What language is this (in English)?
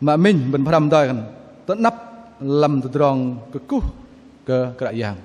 Bahnar